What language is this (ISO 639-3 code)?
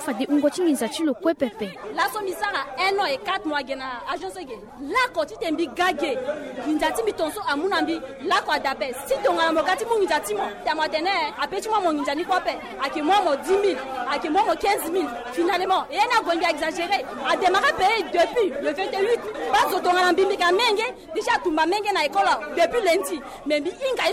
sag